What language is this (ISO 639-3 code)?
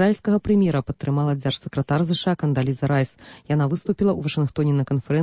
bel